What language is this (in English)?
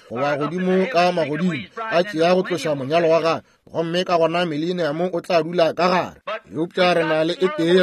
Northern Sotho